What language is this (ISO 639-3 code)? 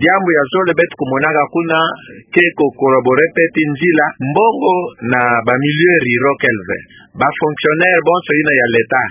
ktu